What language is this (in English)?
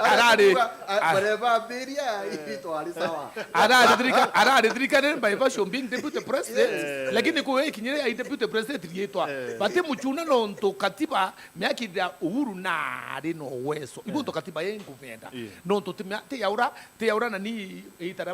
Meru